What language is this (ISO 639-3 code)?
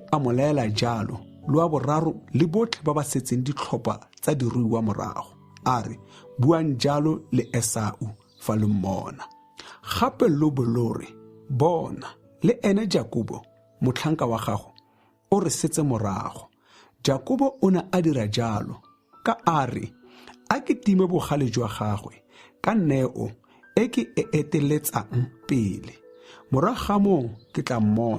tsn